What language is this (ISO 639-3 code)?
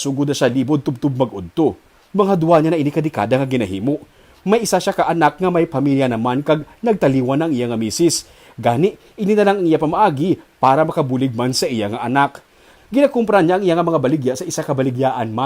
hil